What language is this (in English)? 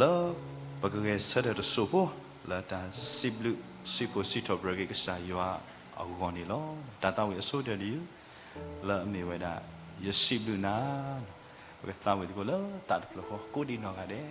S'gaw Karen